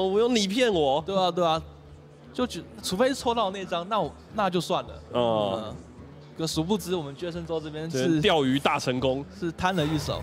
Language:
Chinese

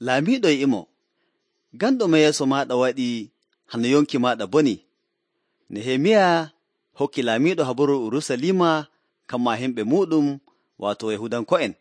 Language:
Nigerian Fulfulde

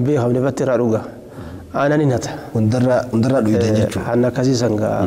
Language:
Oromo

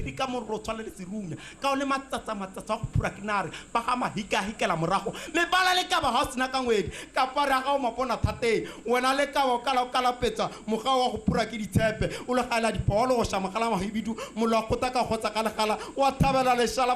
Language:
Tswana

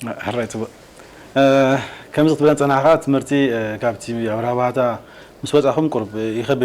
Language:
Tigrinya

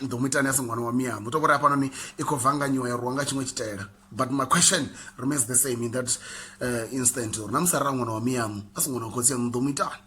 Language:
Venda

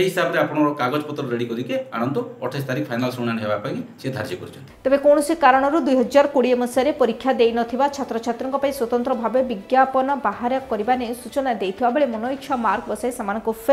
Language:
Odia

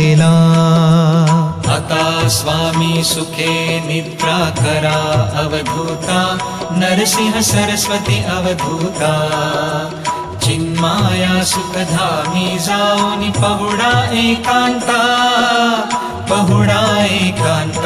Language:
Marathi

